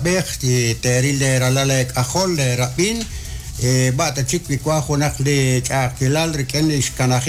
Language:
Kekchí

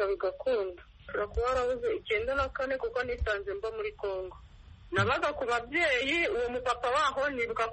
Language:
Kinyarwanda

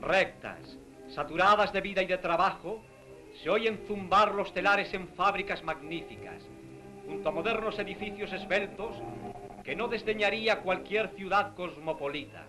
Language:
Ladino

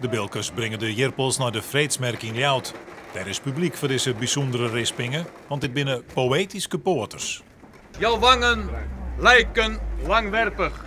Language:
Western Frisian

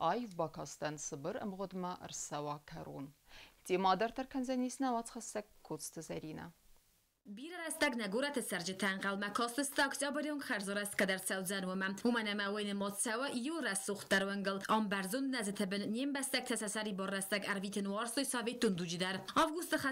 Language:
Ossetic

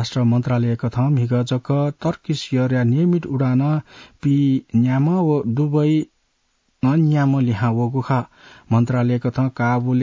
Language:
Newari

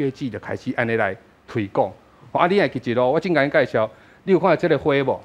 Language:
Min Nan Chinese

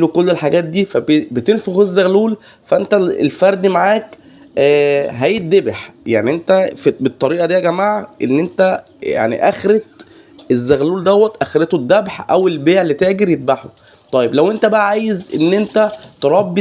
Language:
Egyptian Arabic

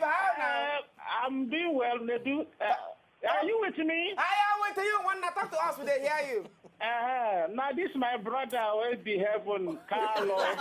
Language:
Nigerian Pidgin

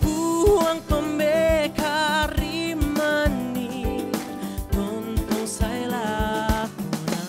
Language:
Toraja-Sa'dan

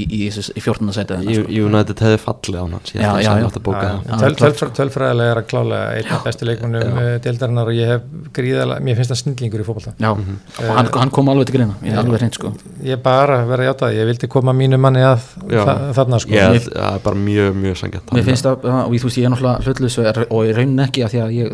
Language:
Icelandic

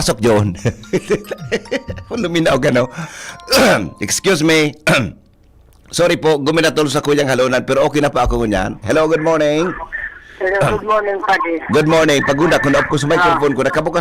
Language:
Bikol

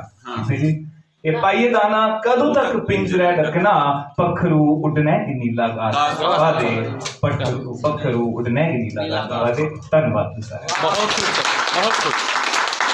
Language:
Dogri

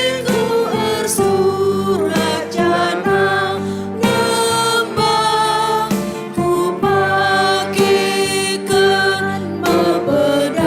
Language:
Batak Karo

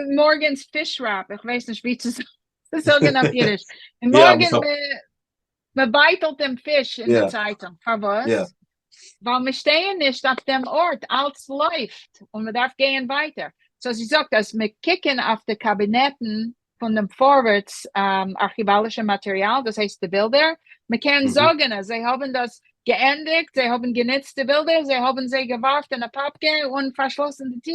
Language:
Yiddish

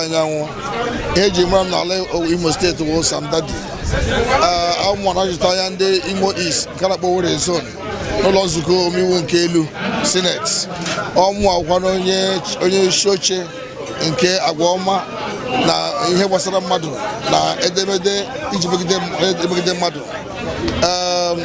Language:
Igbo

